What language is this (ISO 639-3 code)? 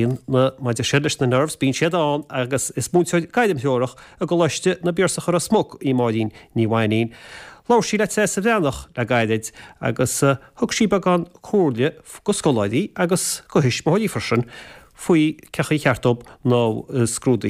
gle